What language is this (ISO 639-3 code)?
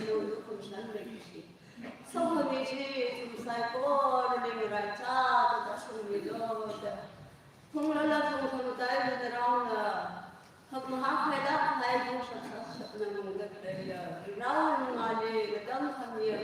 nmf